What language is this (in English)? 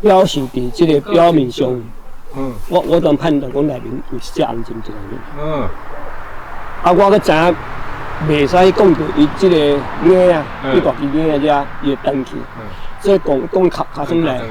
Min Nan Chinese